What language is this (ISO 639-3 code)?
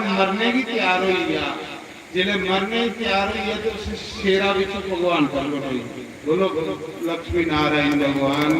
doi